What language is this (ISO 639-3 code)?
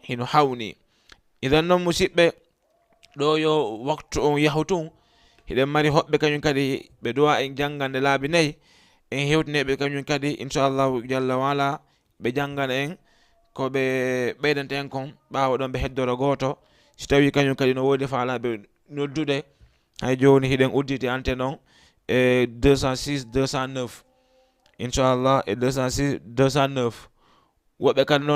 ful